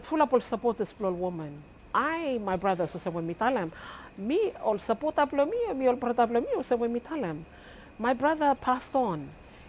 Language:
Bislama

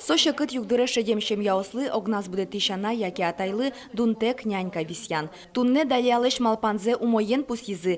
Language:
Udmurt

